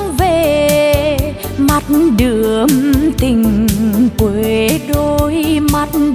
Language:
Vietnamese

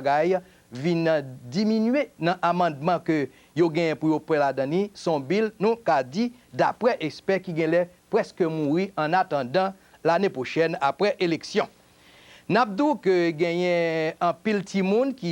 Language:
Haitian Creole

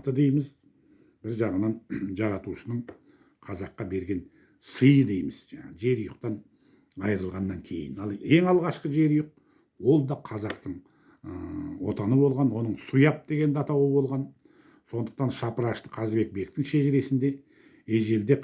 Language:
Kazakh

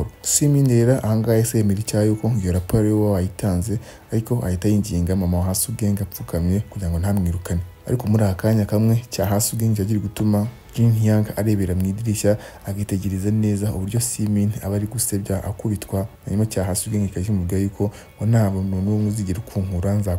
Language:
Kinyarwanda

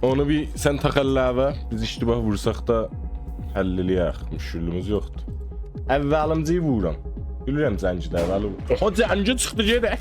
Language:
South Azerbaijani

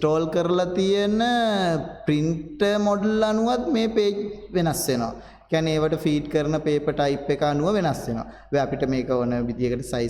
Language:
Sinhala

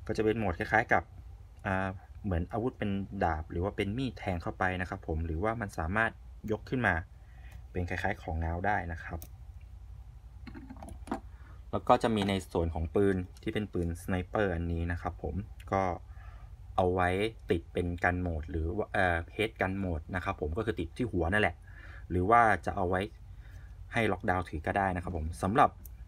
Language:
Thai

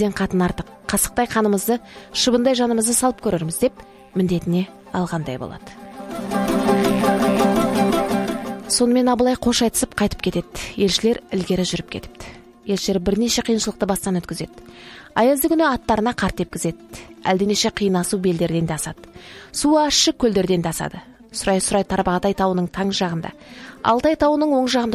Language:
Kazakh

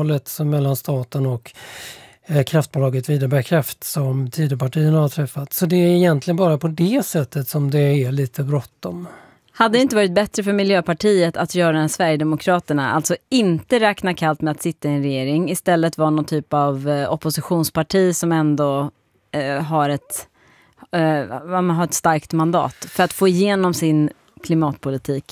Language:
Swedish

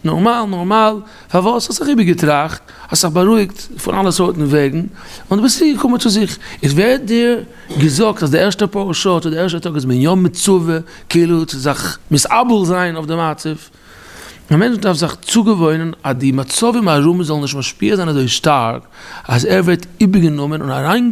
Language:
Yiddish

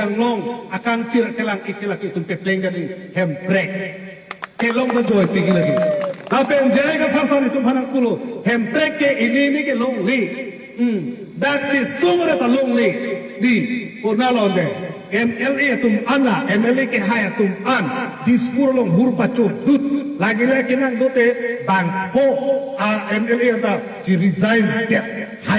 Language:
Karbi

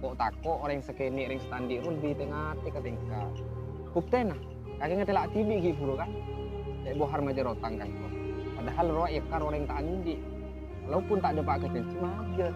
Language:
Madurese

